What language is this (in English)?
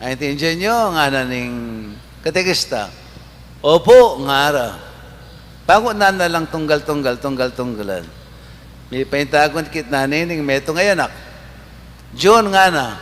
Pampanga